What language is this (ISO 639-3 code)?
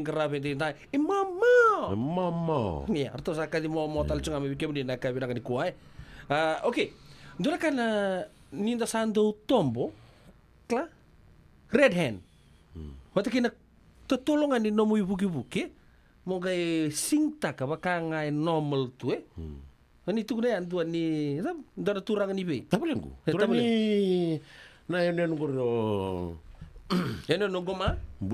fij